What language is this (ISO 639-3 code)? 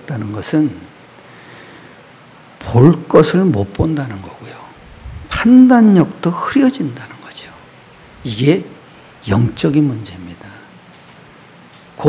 kor